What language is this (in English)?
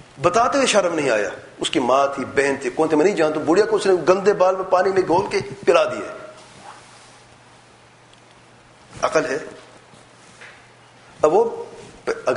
Urdu